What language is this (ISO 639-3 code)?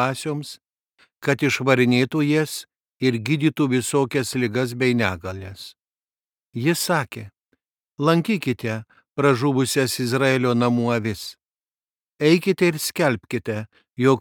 lit